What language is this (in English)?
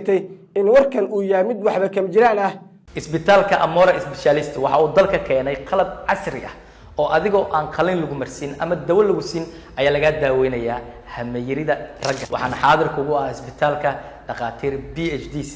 Somali